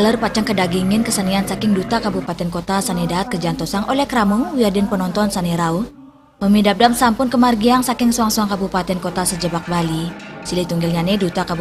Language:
Balinese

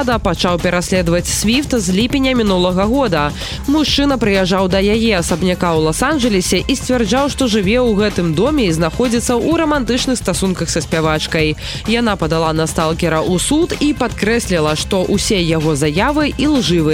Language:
Belarusian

